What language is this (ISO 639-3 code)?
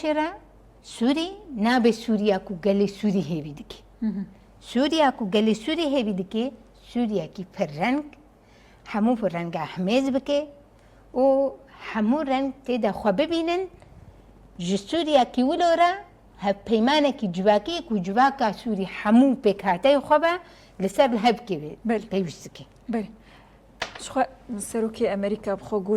kur